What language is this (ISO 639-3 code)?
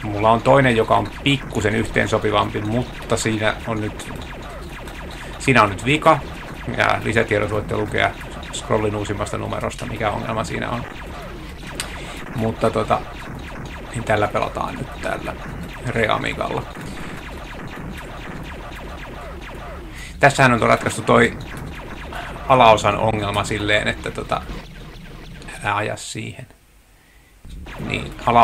fin